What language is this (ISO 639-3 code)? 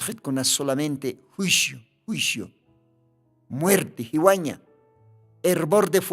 aym